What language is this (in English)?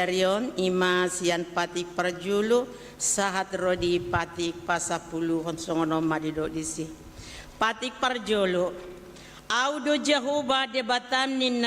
Batak Toba